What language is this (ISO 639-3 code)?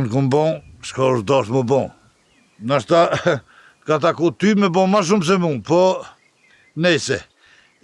sqi